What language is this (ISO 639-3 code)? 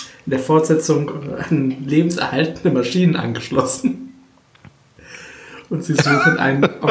deu